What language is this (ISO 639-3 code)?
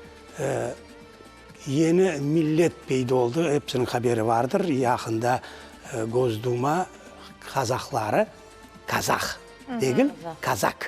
crh